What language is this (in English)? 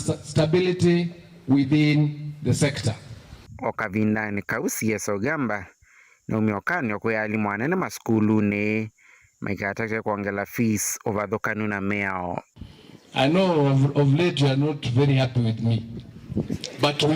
Kamba